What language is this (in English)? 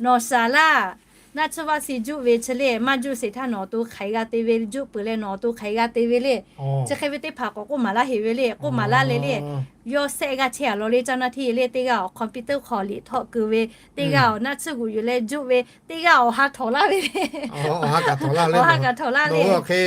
Lahu